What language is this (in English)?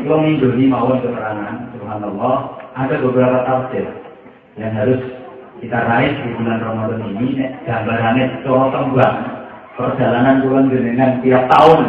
Javanese